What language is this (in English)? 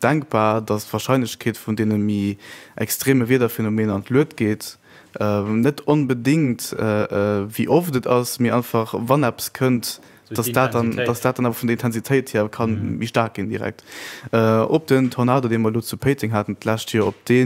Luxembourgish